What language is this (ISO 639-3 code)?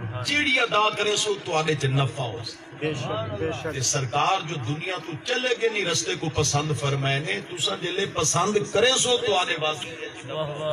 skr